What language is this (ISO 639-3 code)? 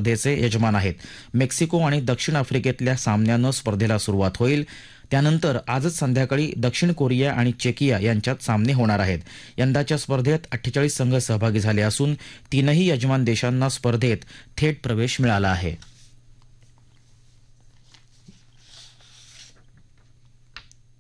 mar